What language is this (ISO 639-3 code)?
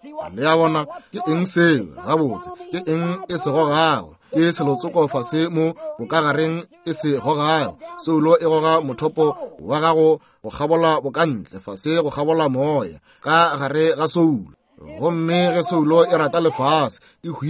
nso